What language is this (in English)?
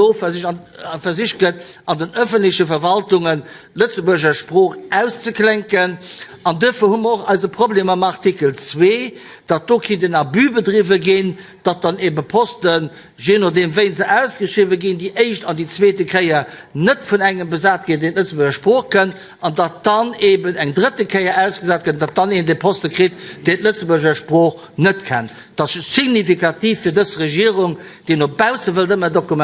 Luxembourgish